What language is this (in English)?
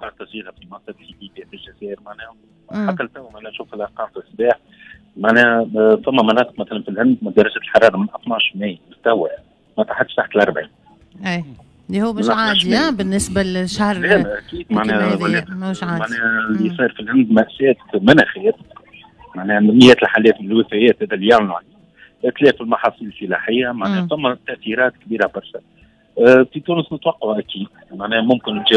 Tunisian Arabic